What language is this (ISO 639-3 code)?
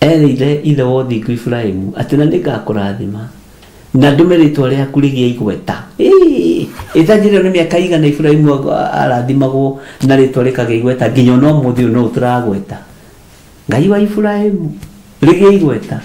kik